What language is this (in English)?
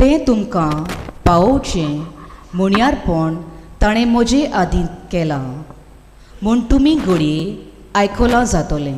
Konkani